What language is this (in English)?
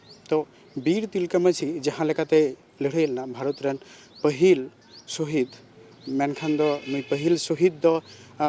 Santali